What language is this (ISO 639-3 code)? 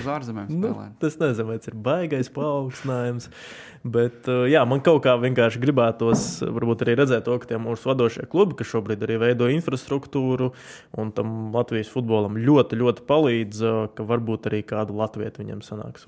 lav